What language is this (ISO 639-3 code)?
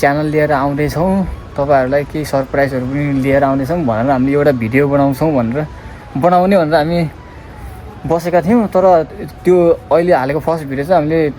nep